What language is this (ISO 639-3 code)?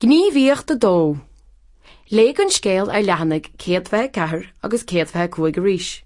gle